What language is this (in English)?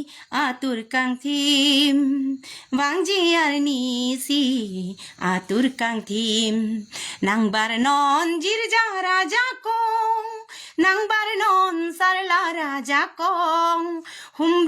Karbi